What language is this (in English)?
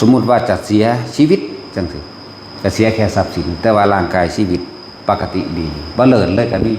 Northeastern Thai